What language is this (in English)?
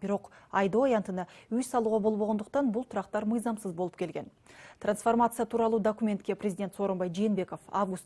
Kyrgyz